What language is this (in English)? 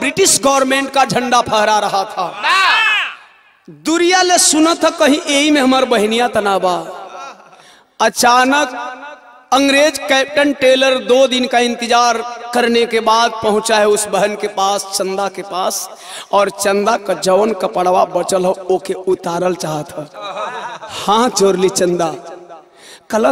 Bhojpuri